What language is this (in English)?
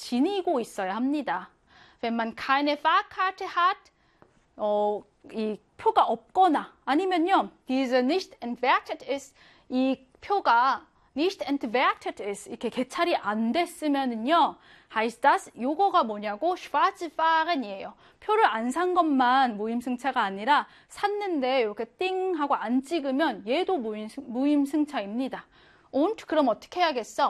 Korean